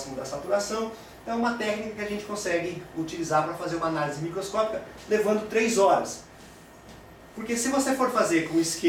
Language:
Portuguese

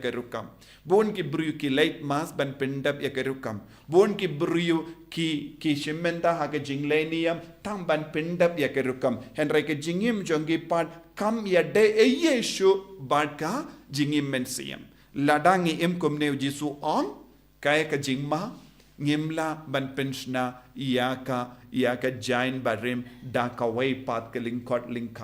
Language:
Khasi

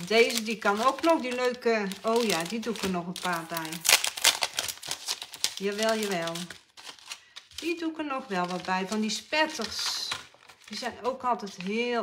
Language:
Dutch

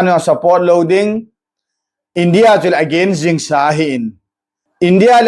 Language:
Thado Chin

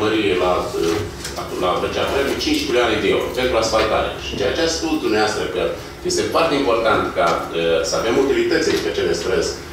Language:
Romanian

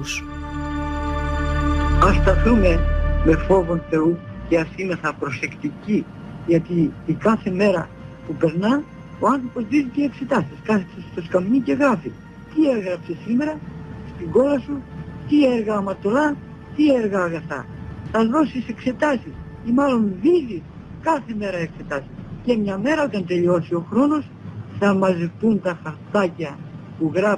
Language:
Greek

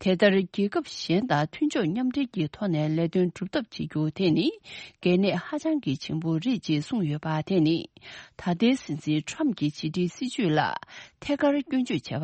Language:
Tibetan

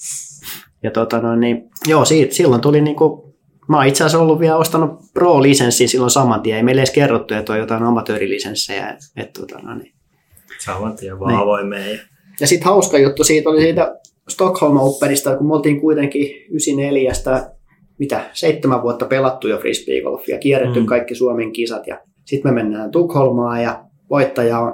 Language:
Finnish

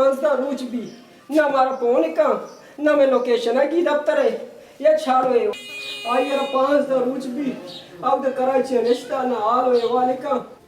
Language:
Baluchi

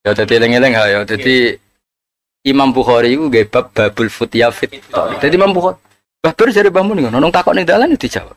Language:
Javanese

